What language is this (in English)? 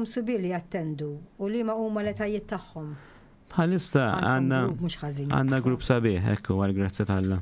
Maltese